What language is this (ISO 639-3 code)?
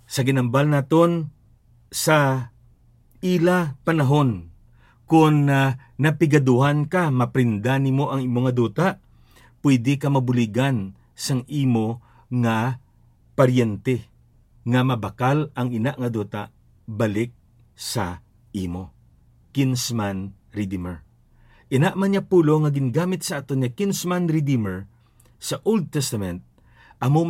hil